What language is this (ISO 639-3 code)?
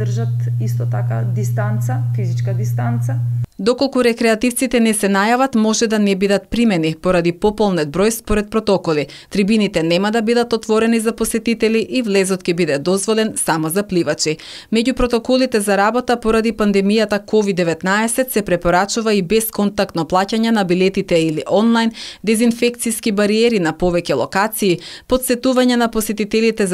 mkd